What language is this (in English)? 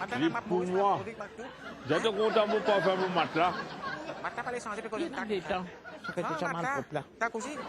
Morisyen